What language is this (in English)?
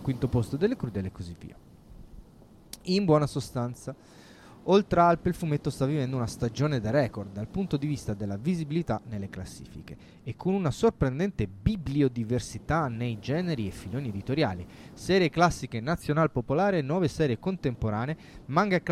Italian